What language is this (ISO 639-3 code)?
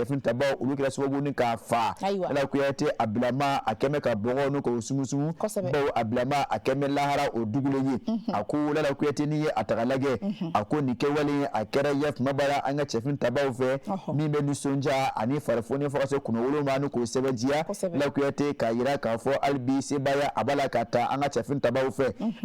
bam